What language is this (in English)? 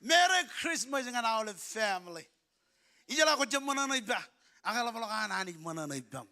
Marshallese